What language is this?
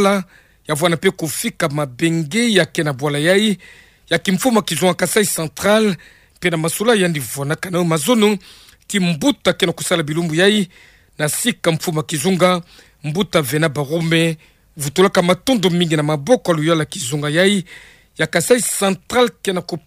Kituba (Democratic Republic of Congo)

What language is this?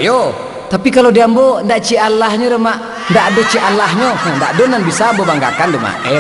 Minangkabau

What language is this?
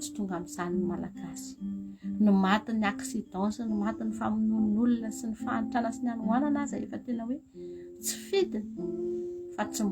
Malagasy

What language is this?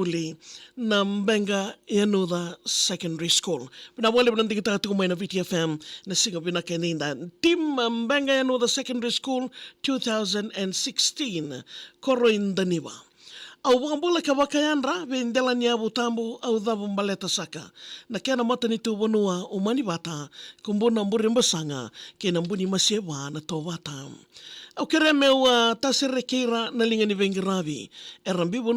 Fijian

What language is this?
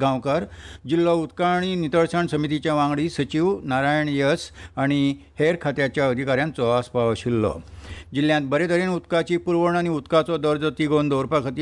Konkani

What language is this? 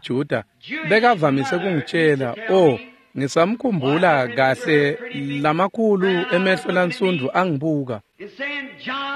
Swati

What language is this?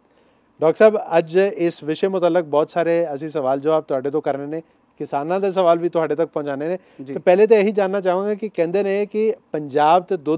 Punjabi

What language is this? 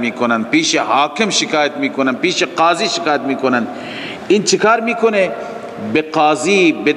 Persian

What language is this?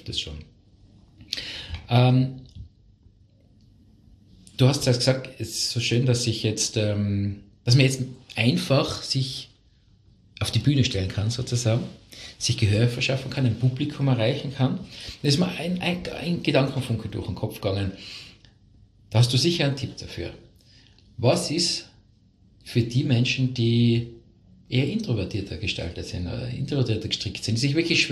German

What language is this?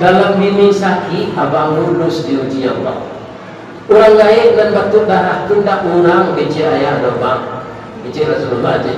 Minangkabau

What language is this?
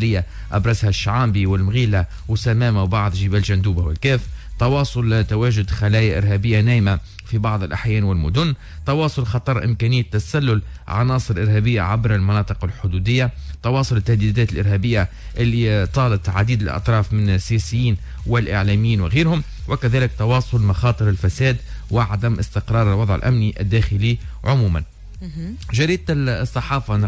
Tunisian Arabic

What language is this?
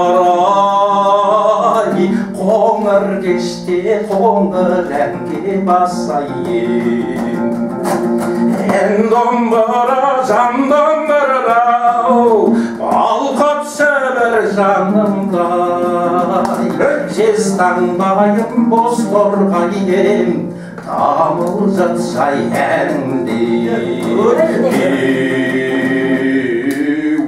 Kazakh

